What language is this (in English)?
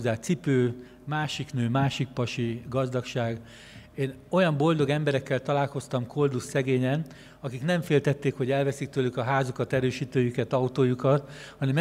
Hungarian